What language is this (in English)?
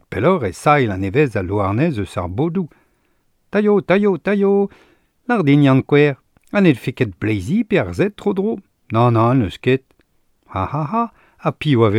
Breton